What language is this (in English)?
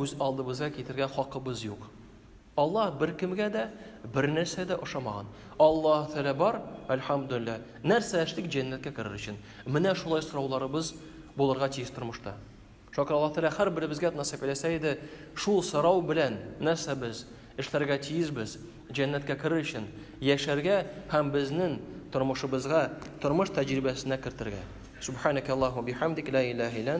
Tatar